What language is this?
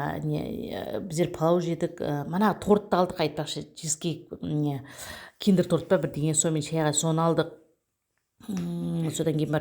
Kazakh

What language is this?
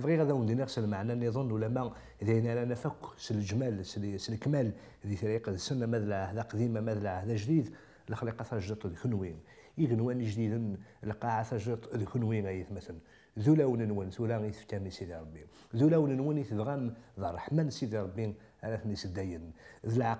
Kabyle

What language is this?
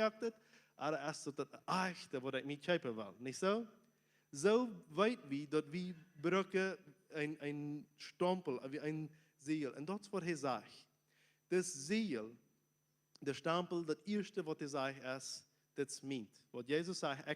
Plautdietsch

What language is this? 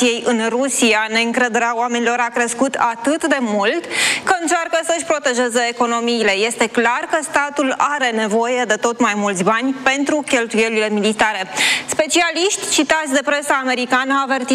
Romanian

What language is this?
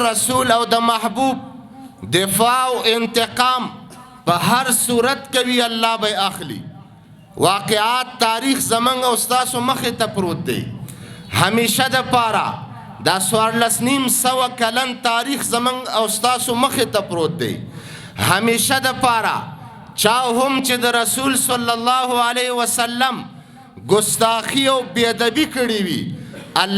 Pashto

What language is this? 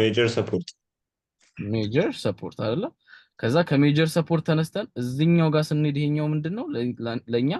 Amharic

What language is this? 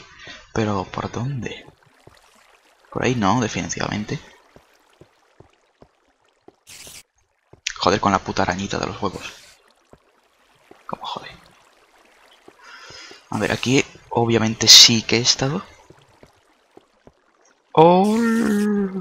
Spanish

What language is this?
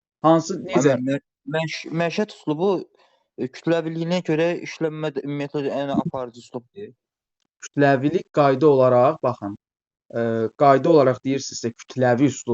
Azerbaijani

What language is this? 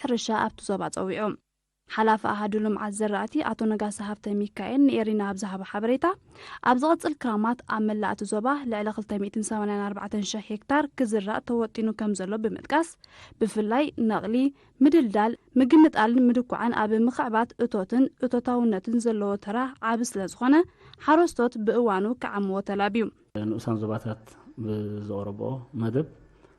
Tigrinya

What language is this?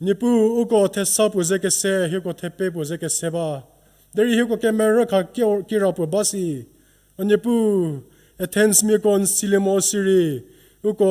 Angami Naga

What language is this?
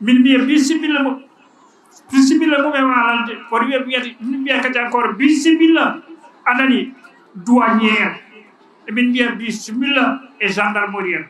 Fula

